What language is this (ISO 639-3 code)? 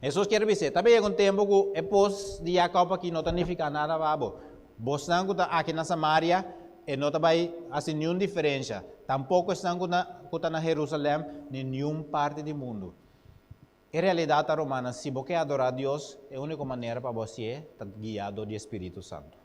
pap